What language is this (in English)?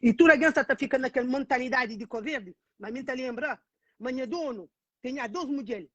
Kabuverdianu